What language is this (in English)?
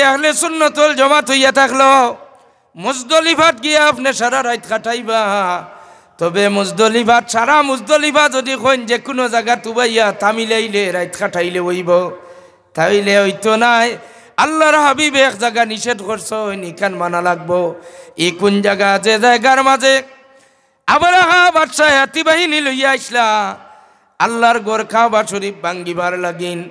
Sylheti